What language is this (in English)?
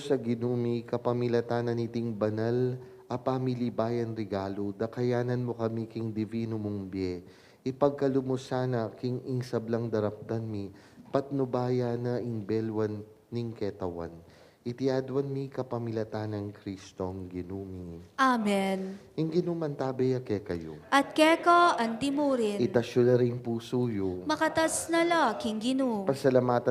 Pampanga